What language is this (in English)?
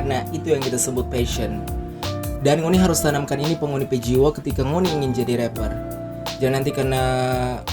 Manado Malay